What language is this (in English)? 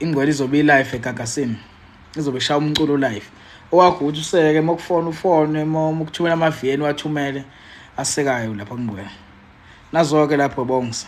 Zulu